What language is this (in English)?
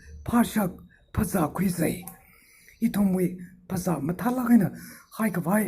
Tangkhul Naga (India)